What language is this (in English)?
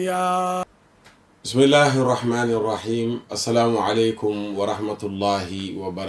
Wolof